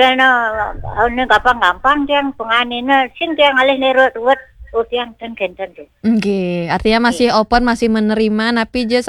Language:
Balinese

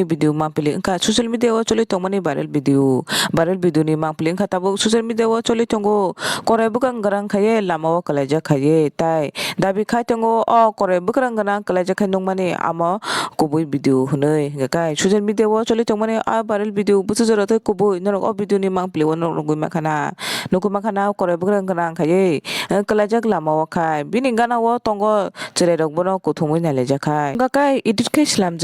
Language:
Kok Borok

